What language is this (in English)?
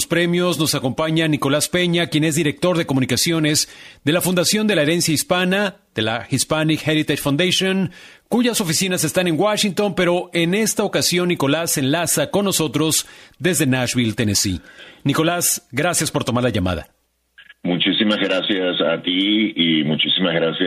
Spanish